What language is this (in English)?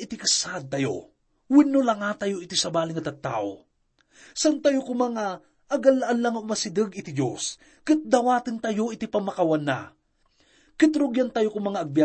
Iloko